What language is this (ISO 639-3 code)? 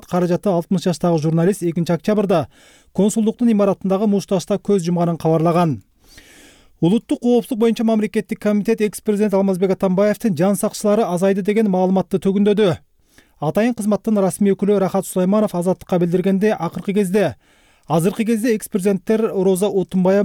kir